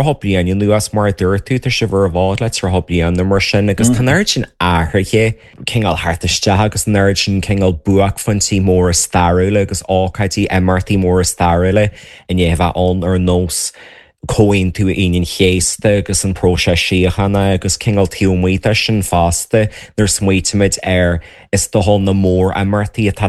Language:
Irish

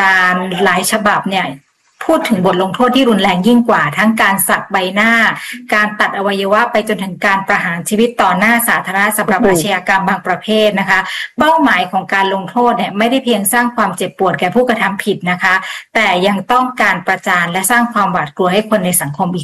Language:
Thai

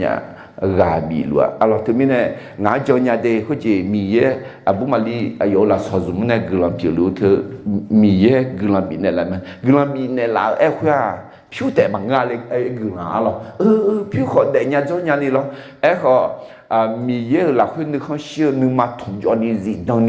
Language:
Akha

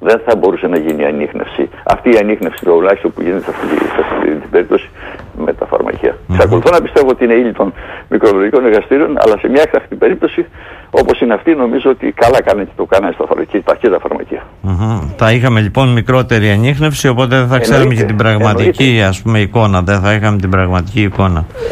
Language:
Greek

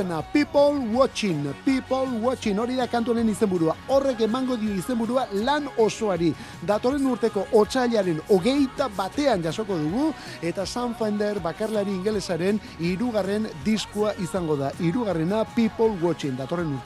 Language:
Basque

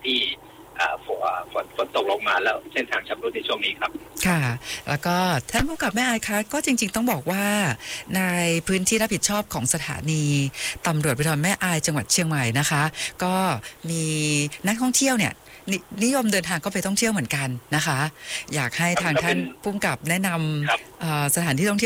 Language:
Thai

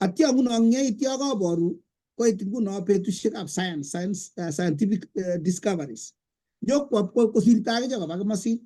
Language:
Kalenjin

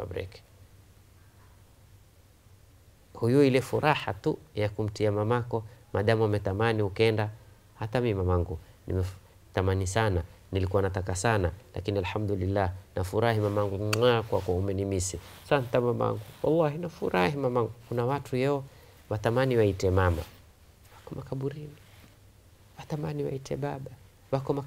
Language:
Swahili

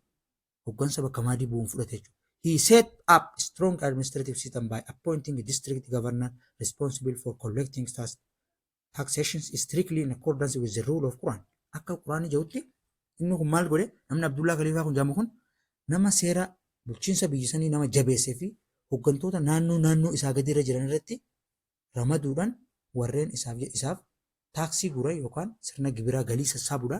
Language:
Oromo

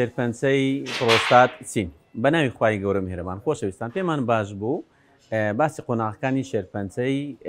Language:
Central Kurdish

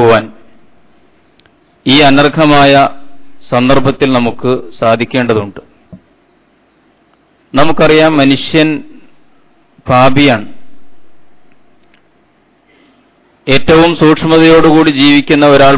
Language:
Malayalam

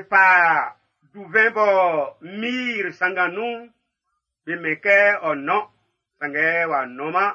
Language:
Baoulé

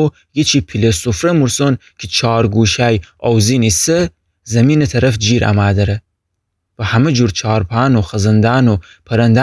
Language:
Gilaki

